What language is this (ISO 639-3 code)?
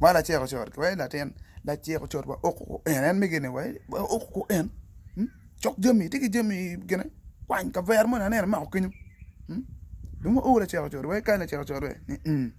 ach